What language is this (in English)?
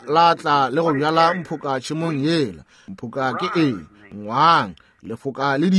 Northern Sotho